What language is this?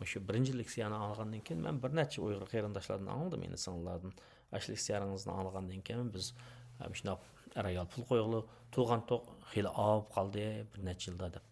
Uyghur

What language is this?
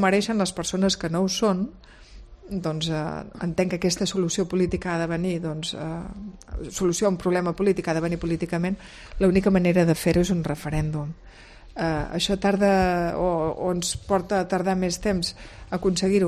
Catalan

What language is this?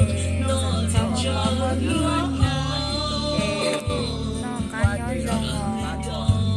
Hmong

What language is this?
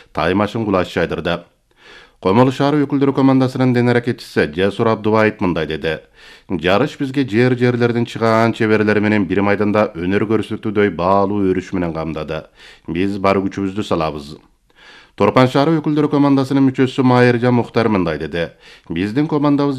Kyrgyz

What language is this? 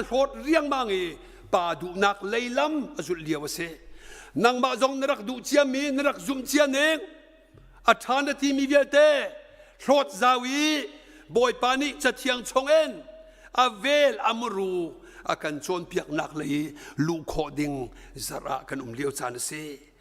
Hakha Chin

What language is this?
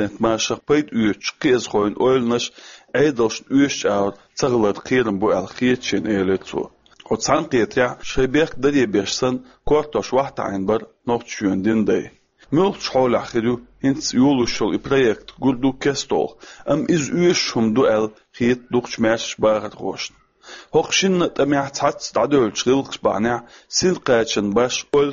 Chechen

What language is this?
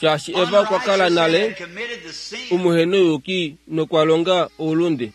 Kuanyama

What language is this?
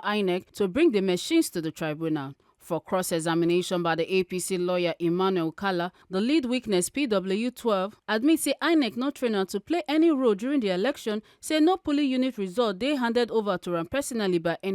Nigerian Pidgin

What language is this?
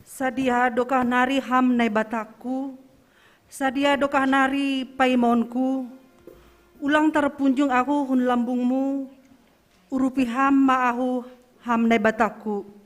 Batak Simalungun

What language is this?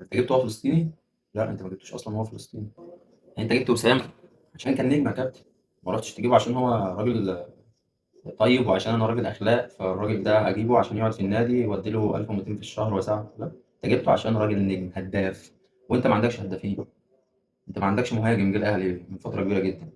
Egyptian Arabic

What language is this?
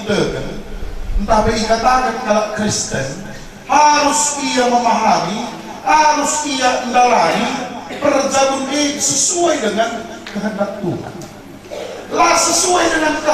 Batak Karo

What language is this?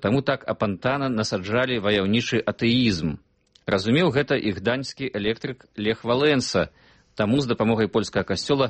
Belarusian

